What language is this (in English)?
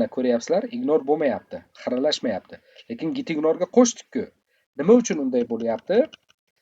Uzbek